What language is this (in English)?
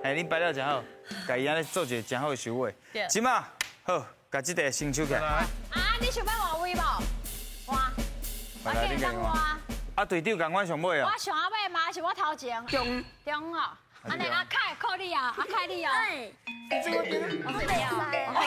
Min Nan Chinese